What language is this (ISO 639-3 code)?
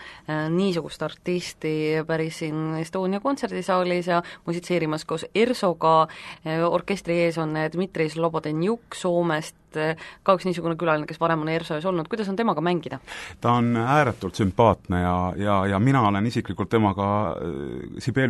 est